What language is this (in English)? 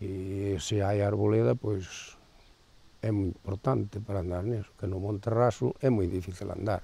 Galician